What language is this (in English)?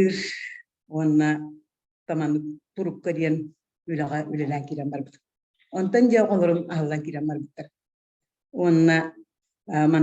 Yakut